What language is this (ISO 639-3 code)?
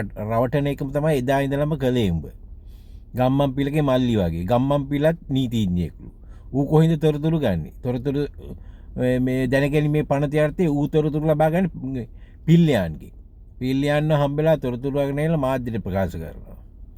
sin